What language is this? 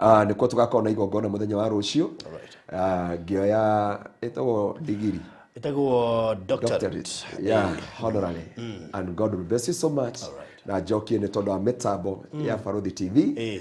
Kikuyu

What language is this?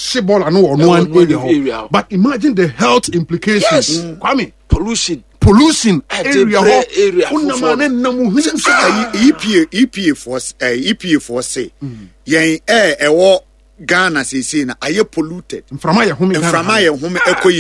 Akan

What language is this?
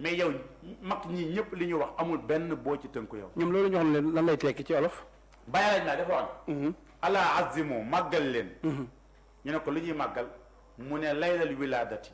Wolof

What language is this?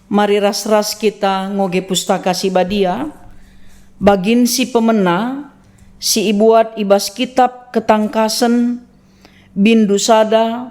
Batak Karo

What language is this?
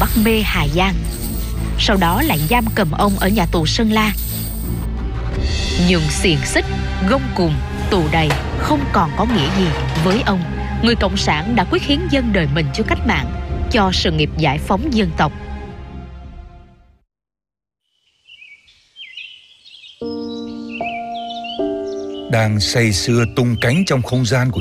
Vietnamese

